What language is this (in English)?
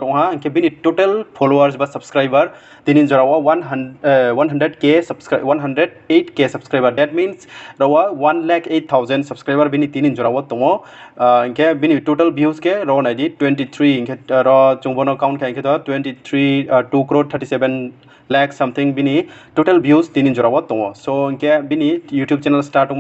Riang (India)